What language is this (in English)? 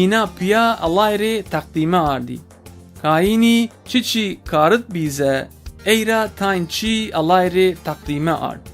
Zaza